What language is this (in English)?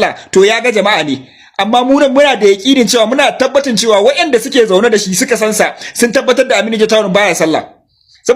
Hausa